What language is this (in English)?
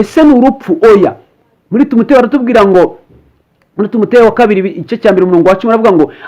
Kinyarwanda